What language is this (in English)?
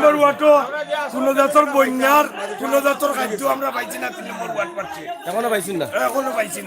Sylheti